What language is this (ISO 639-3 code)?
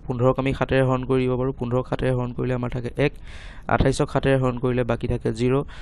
asm